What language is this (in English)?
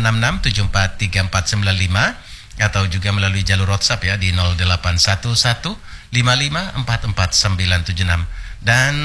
Indonesian